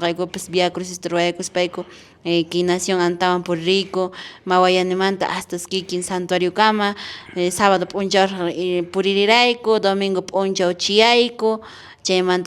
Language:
Quechua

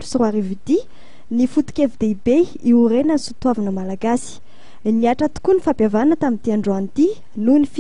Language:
Malagasy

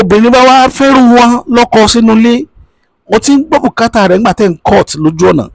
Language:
Yoruba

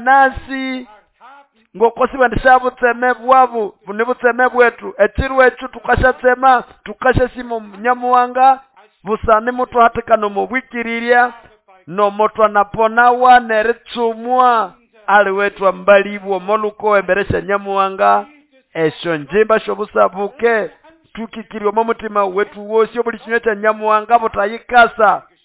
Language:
Nande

